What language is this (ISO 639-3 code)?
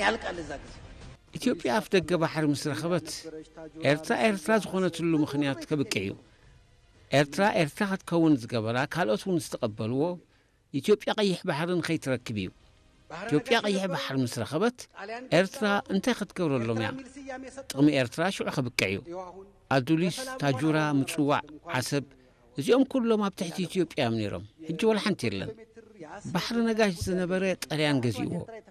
tir